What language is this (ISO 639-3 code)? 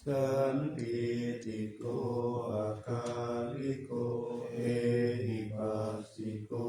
pli